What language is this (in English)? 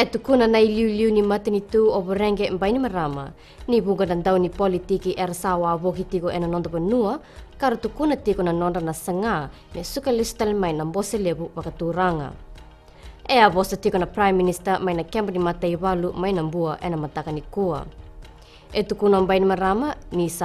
Fijian